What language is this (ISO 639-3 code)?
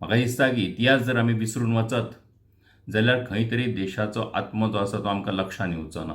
kok